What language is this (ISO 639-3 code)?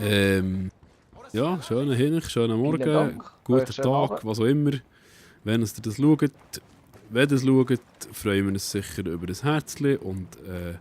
gsw